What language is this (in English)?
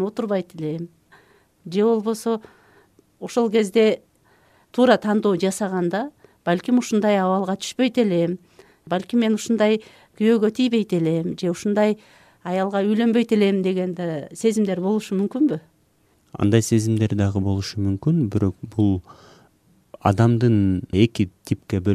Kyrgyz